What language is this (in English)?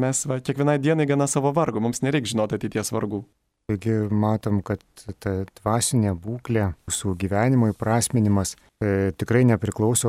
Lithuanian